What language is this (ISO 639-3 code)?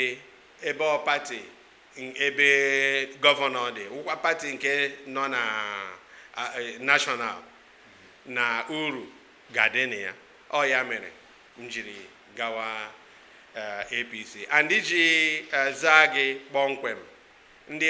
ibo